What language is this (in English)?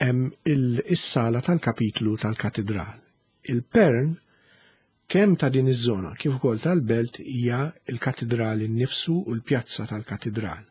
Maltese